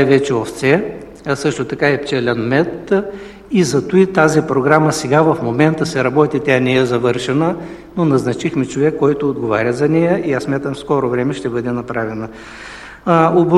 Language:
Bulgarian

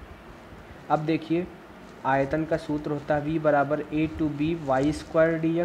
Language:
Hindi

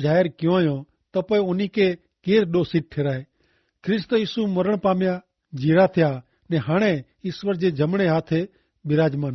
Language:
Kachhi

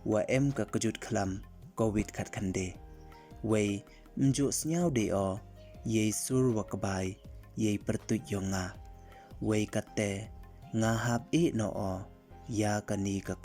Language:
Pnar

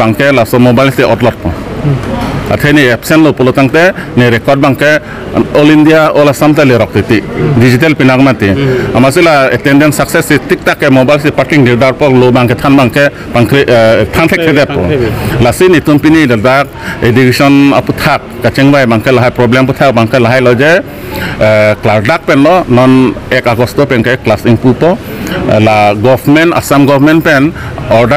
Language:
Karbi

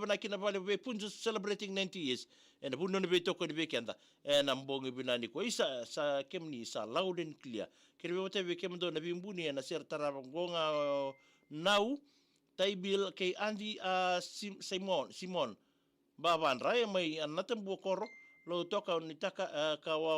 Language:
Fijian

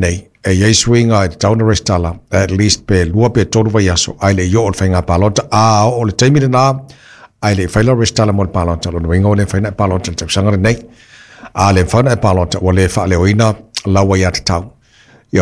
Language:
Samoan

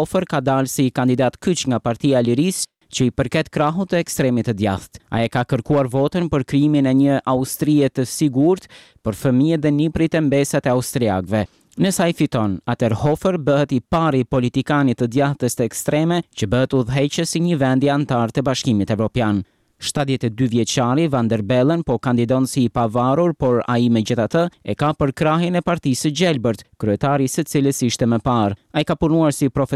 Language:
Albanian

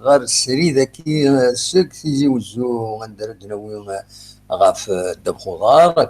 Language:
Kabyle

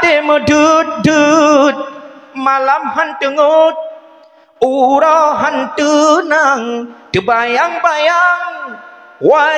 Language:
Achinese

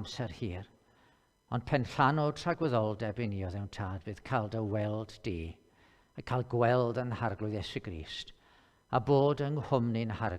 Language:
Welsh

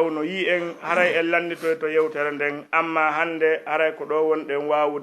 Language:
Fula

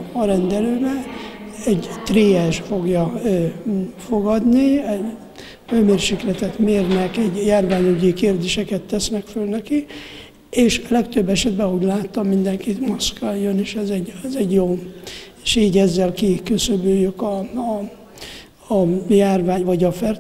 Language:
Hungarian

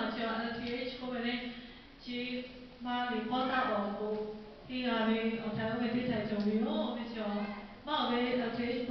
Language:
Lahu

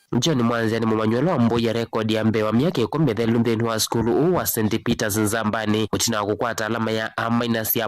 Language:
Kamba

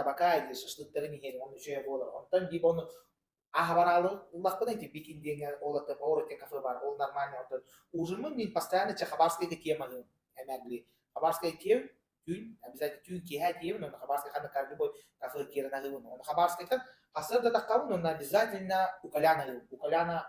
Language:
Yakut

